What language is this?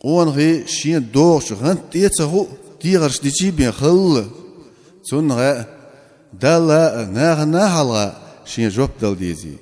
Chechen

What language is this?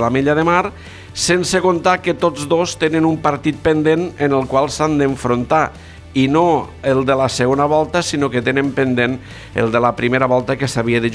Catalan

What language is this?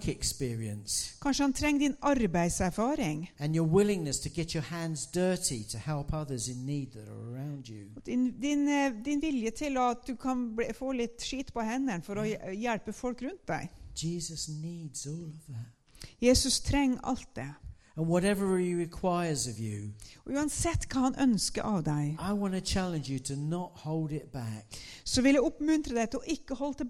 Norwegian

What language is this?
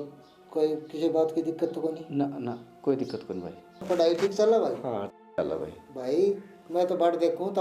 Haryanvi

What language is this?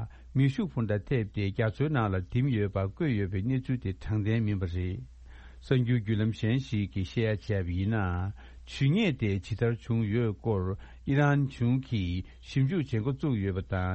Tibetan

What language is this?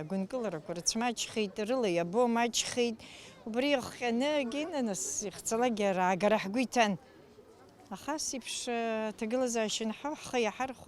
Abkhazian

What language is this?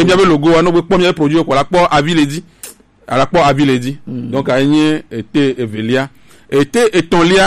Gen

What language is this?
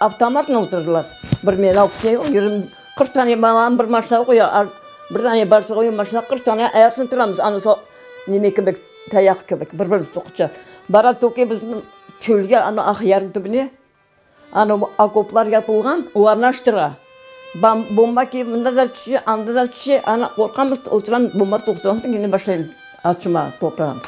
Crimean Tatar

